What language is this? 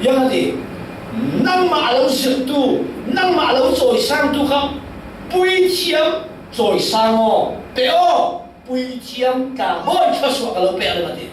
Falam Chin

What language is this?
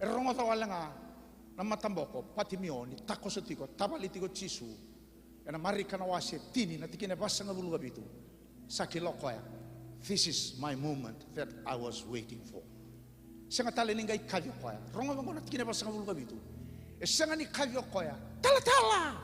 Fijian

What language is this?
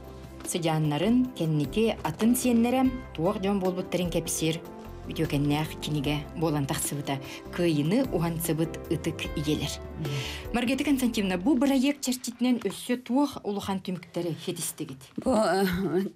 Yakut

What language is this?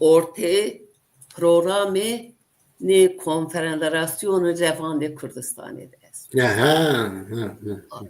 Zaza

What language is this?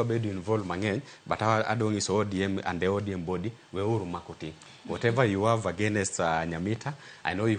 Luo (Kenya and Tanzania)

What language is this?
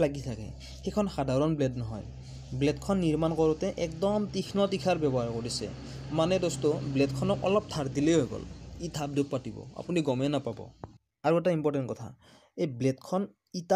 Assamese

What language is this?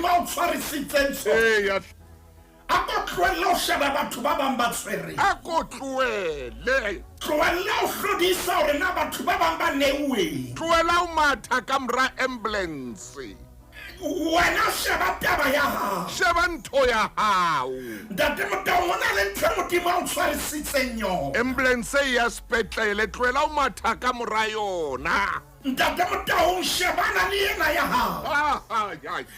Southern Sotho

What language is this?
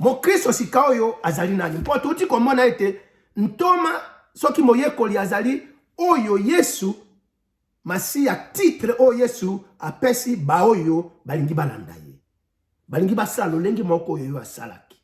Lingala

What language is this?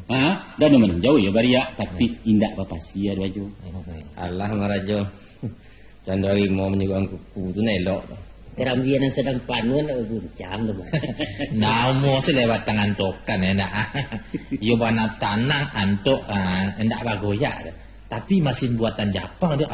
Minangkabau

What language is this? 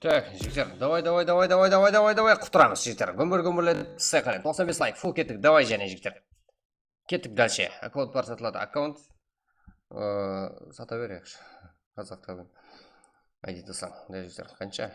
Kara-Kalpak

